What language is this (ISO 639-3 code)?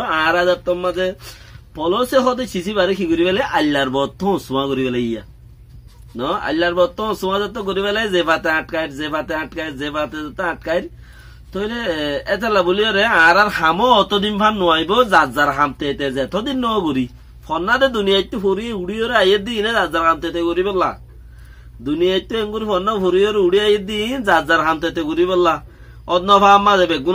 rhg